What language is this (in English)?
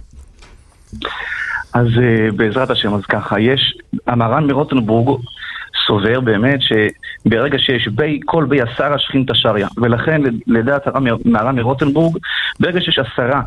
Hebrew